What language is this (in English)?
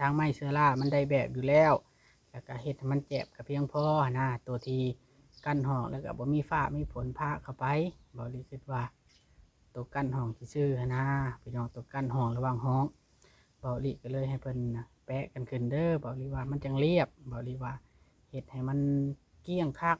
Lao